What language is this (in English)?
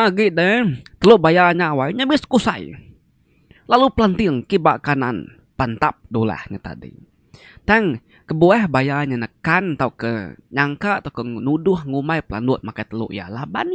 Iban